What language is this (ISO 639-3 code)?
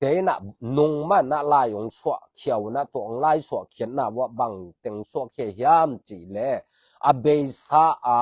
ctd